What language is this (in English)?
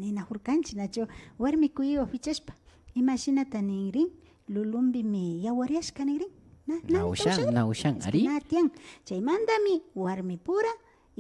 Imbabura Highland Quichua